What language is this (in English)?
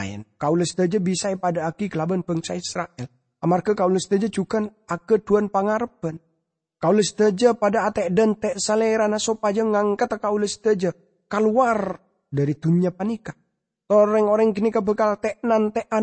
Madurese